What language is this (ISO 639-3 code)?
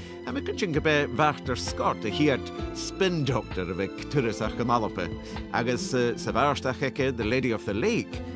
gla